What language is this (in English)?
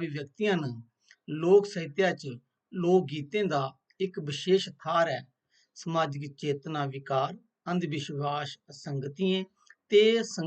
Dogri